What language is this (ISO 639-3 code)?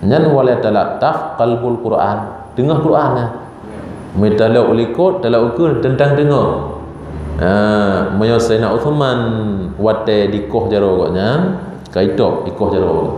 ace